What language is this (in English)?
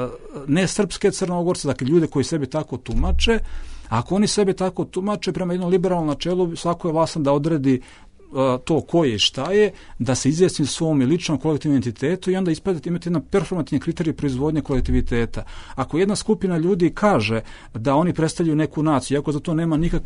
Bosnian